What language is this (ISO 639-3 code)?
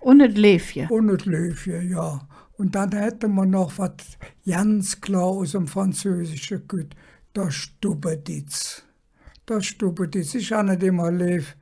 ksh